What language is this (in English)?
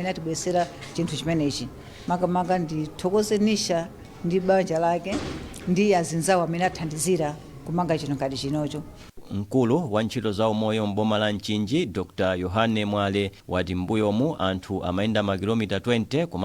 Nyanja